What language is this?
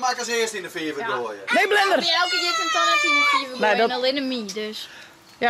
Western Frisian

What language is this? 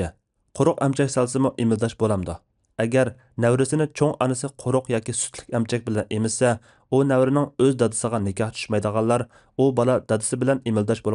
Uyghur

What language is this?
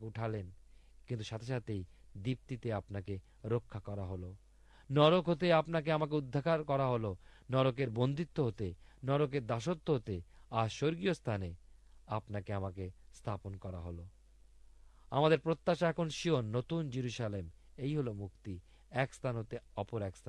Bangla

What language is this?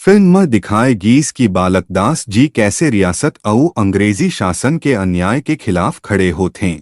Chhattisgarhi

